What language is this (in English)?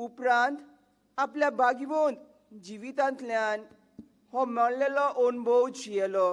Konkani